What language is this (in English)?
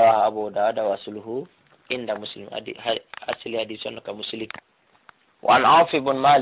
Fula